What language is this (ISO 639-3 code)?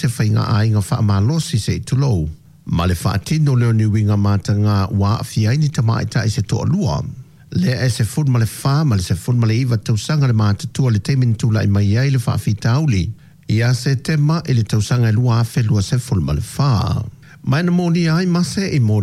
smo